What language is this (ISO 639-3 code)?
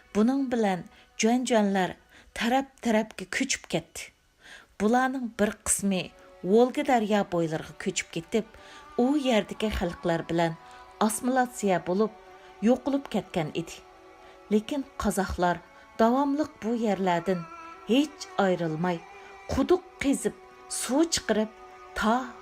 uig